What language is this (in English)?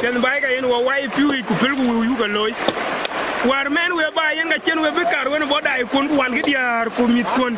Dinka